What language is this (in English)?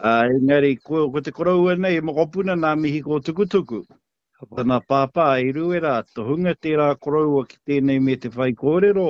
Māori